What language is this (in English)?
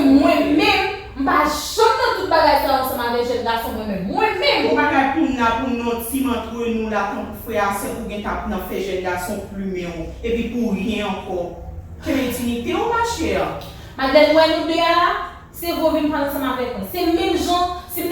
Haitian Creole